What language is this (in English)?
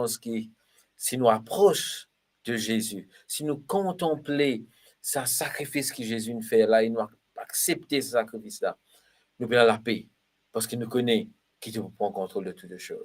Morisyen